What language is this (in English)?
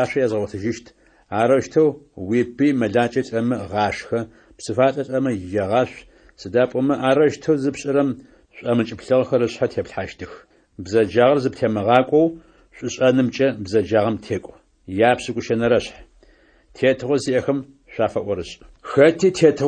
Adyghe